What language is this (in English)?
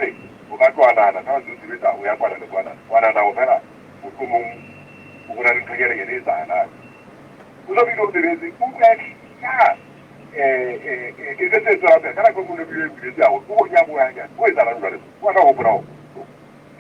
Southern Sotho